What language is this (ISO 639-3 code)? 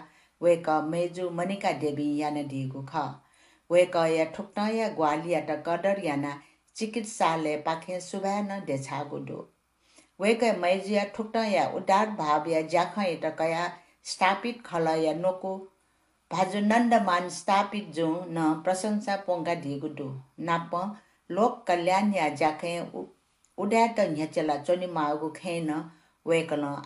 new